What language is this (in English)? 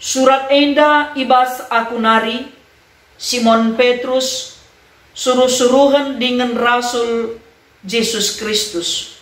Batak Karo